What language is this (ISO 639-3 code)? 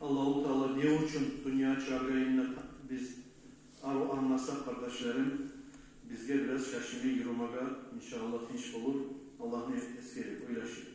kum